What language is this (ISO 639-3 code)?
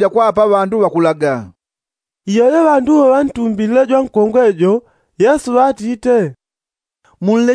yao